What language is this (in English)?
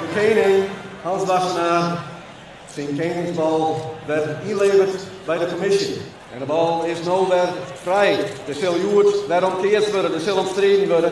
Western Frisian